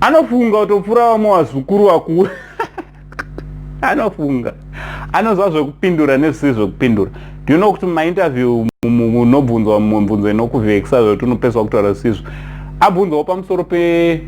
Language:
Shona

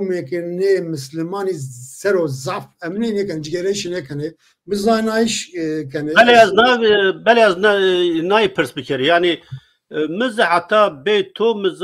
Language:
Zaza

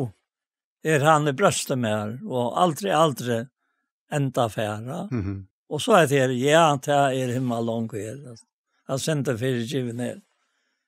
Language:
Faroese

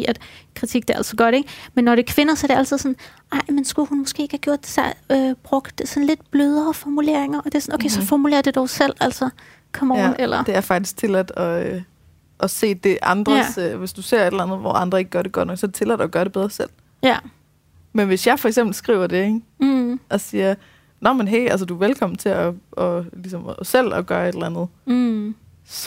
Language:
Danish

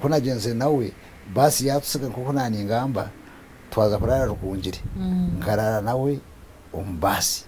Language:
Nyankole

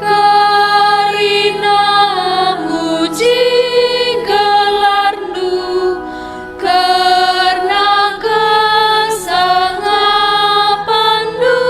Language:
Batak Karo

